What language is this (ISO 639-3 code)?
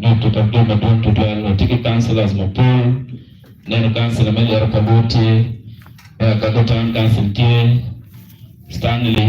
ach